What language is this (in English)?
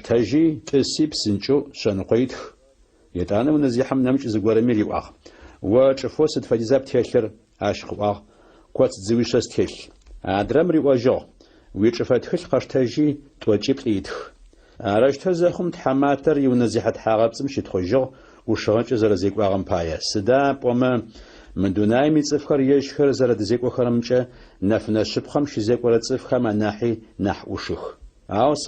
Adyghe